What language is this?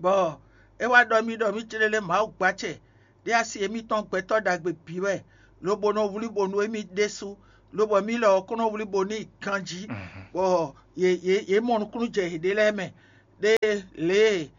Fon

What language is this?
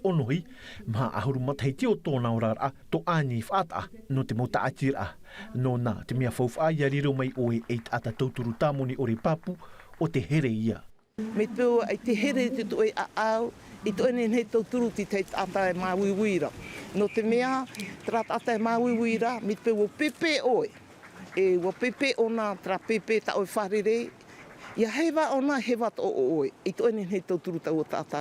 Tahitian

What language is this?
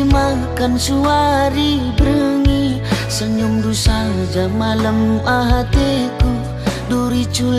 Batak Karo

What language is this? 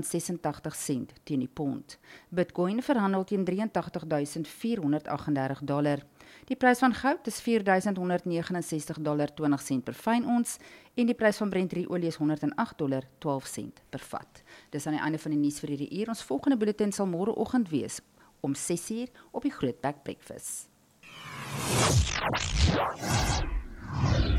Afrikaans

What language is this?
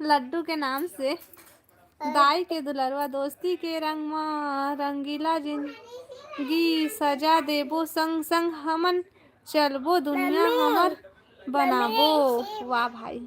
Chhattisgarhi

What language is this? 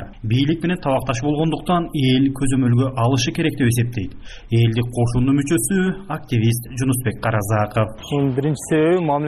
Kyrgyz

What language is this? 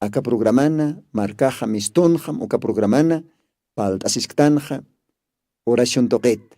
Aymara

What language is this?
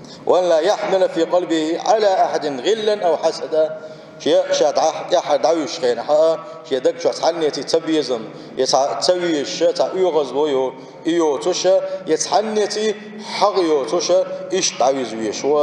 Chechen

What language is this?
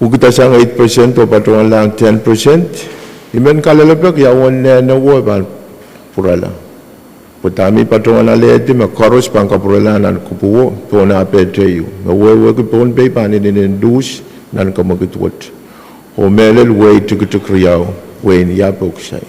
Pohnpeian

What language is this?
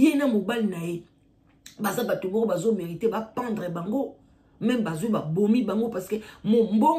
Lingala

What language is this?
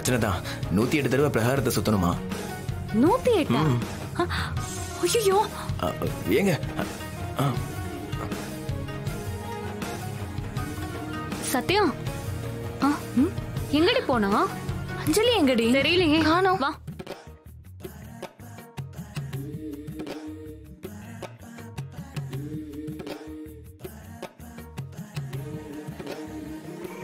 Tamil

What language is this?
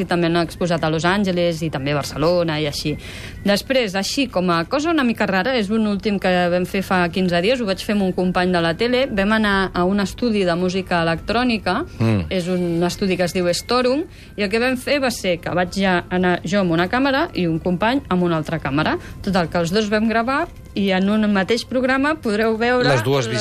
Catalan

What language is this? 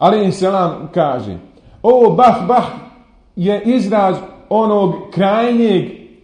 Bosnian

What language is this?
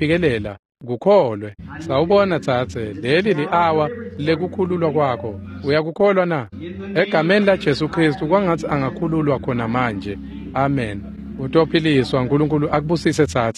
Swati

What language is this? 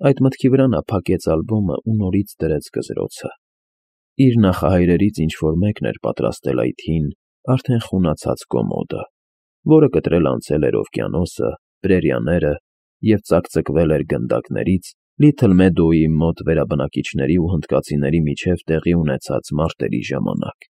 Armenian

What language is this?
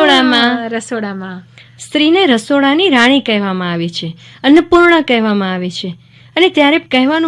Gujarati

